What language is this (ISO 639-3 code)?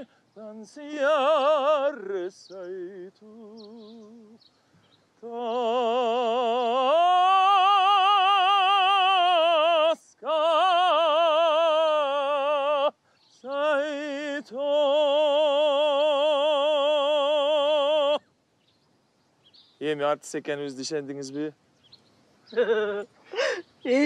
kir